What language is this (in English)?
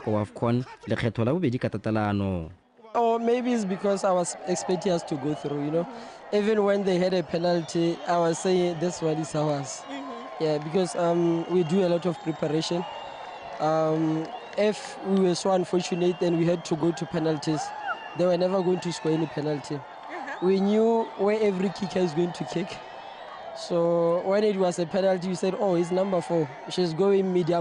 Tswana